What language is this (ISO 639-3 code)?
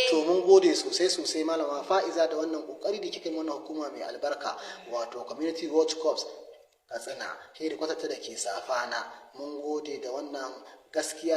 hau